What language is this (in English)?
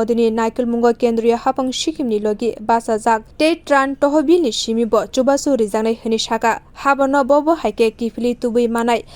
Kok Borok